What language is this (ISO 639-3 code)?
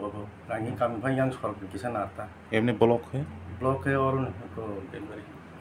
trp